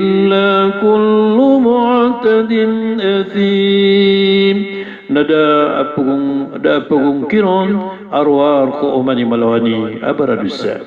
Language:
Maranao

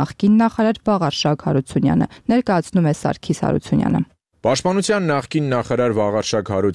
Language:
Armenian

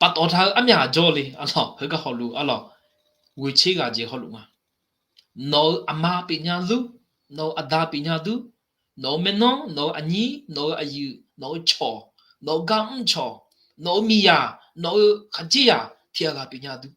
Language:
Akha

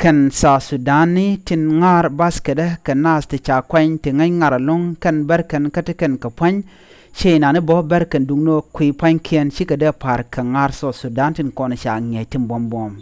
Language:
Nuer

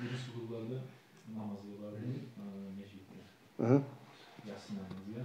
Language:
Kumyk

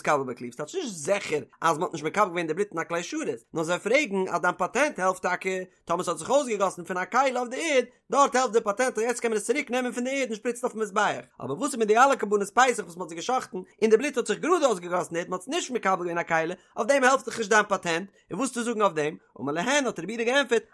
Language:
Yiddish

